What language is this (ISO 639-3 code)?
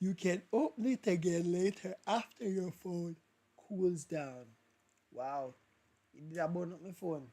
jam